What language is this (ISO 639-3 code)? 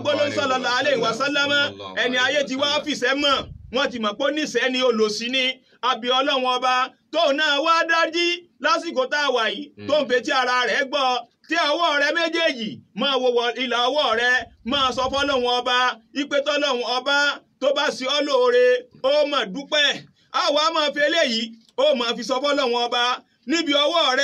yor